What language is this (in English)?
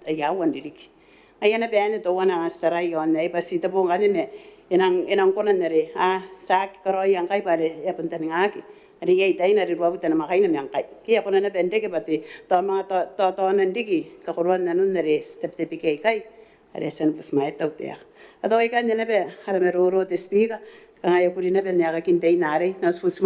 Gilbertese